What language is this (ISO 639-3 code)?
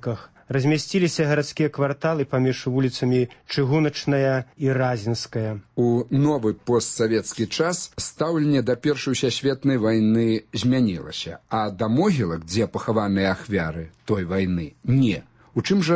bel